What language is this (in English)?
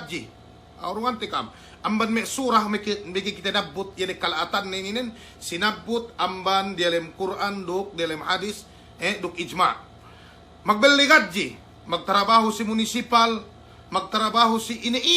Yakan